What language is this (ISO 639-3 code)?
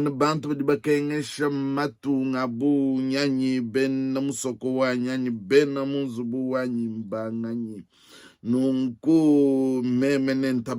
lua